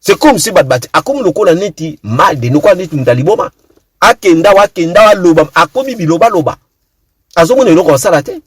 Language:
Lingala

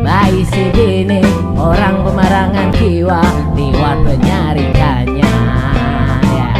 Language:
Banjar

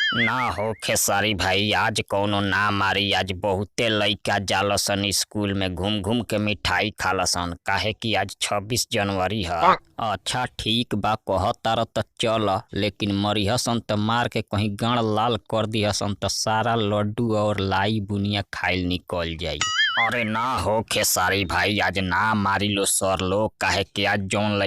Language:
Bhojpuri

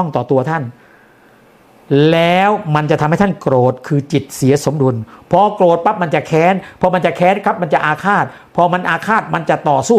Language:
Thai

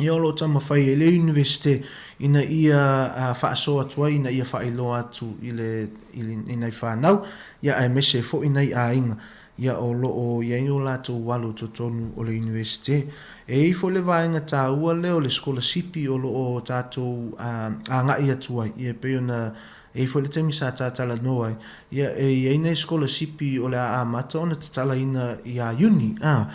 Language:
Samoan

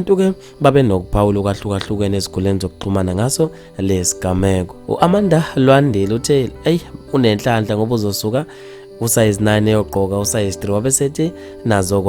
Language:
Zulu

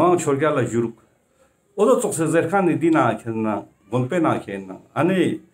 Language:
Ladakhi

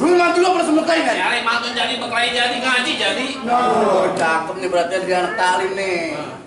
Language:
Betawi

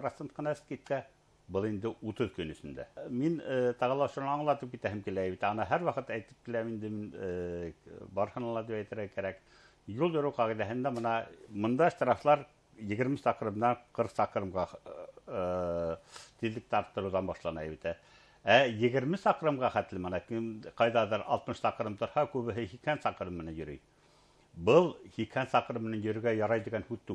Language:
Bashkir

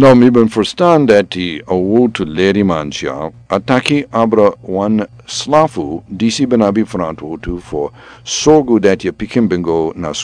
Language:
Sranan Tongo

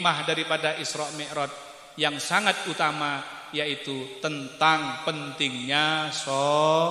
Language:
Madurese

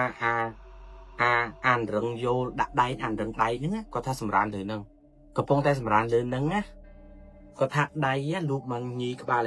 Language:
Khmer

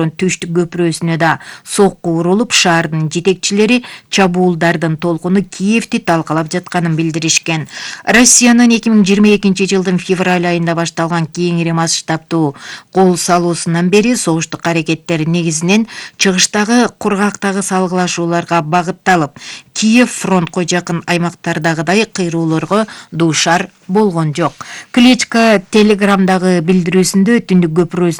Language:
Kyrgyz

